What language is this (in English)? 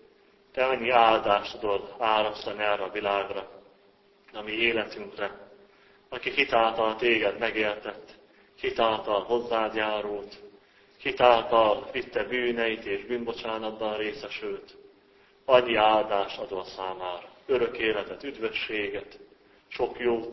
Hungarian